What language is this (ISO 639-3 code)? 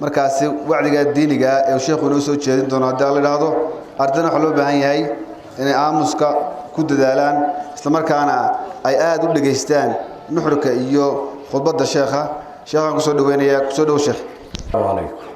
som